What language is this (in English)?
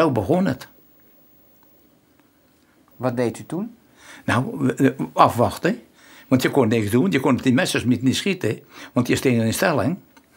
Dutch